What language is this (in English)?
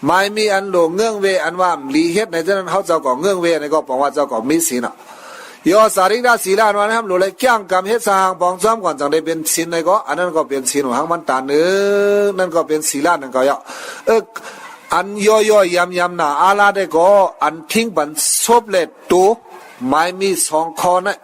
Shan